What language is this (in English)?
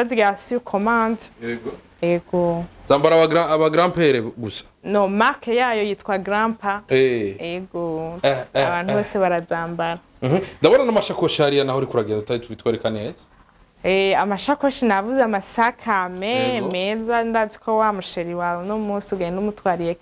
Rundi